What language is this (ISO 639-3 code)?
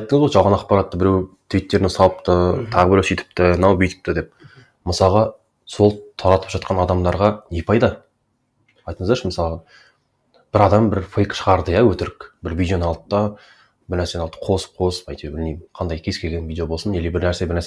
kaz